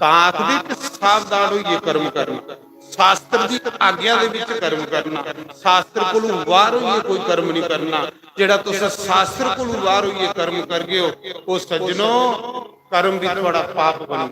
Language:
Dogri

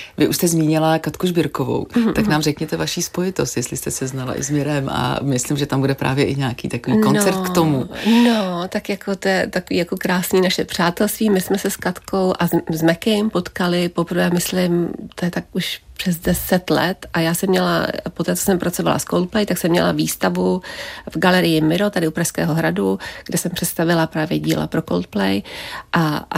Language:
Czech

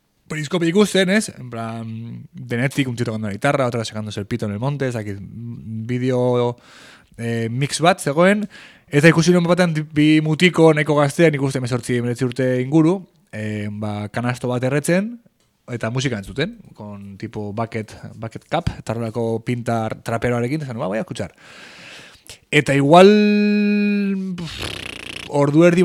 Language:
Basque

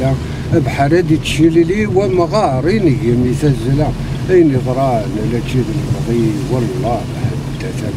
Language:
Kabyle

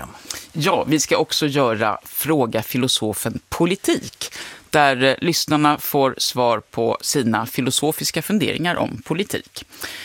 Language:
Swedish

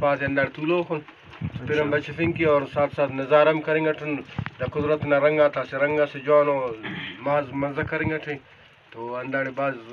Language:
Brahui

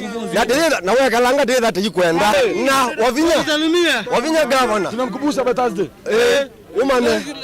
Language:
Kamba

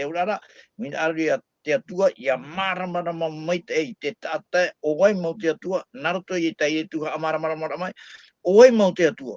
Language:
Tahitian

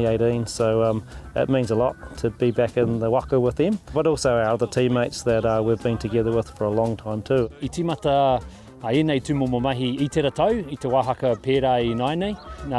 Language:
Māori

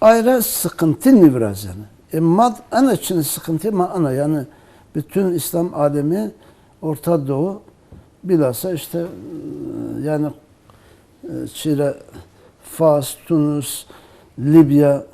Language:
Zaza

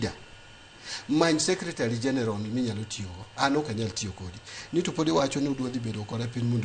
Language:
Luo (Kenya and Tanzania)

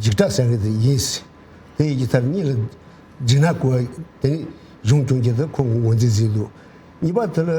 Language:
Tibetan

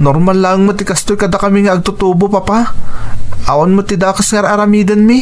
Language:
Iloko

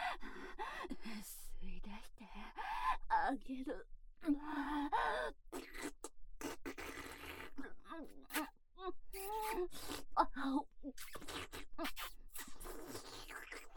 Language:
Japanese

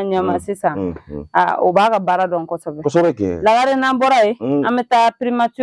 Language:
Bambara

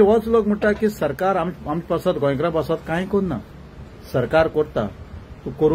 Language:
Konkani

